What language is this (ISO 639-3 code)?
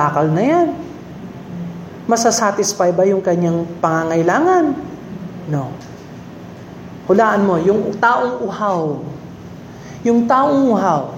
fil